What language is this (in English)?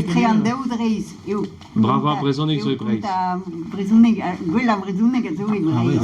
Breton